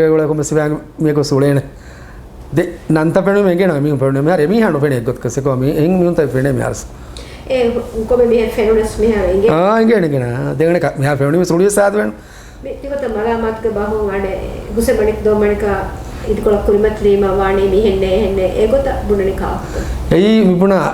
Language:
Divehi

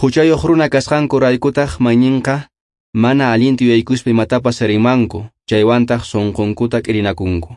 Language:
Quechua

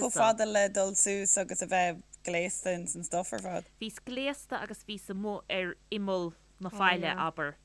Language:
Irish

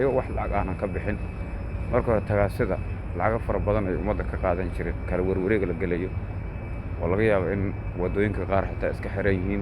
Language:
Somali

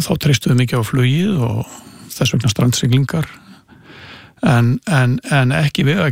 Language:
Icelandic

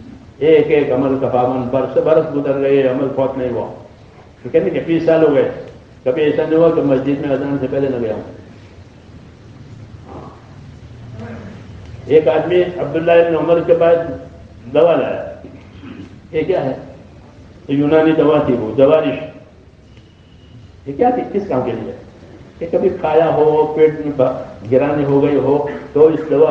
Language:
Urdu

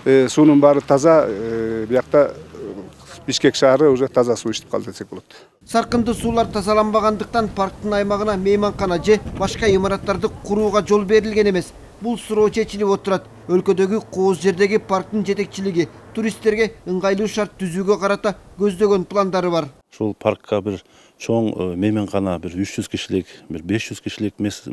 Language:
Kyrgyz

